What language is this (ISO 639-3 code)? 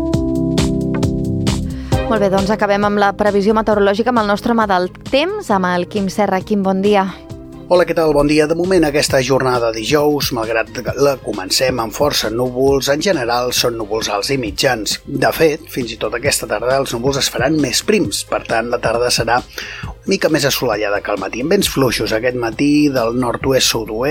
cat